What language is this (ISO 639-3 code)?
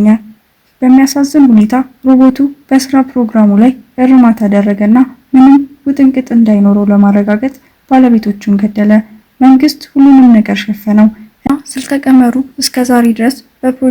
amh